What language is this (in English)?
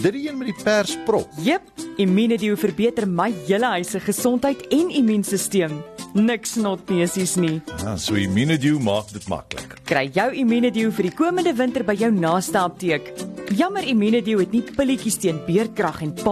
Afrikaans